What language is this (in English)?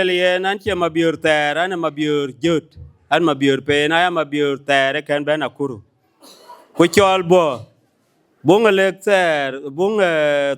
Dinka